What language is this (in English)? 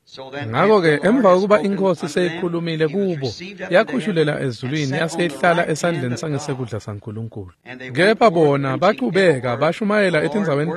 Swati